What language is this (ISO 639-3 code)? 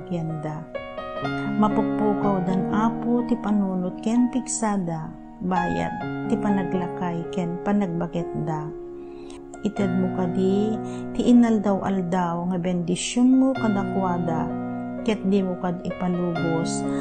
ilo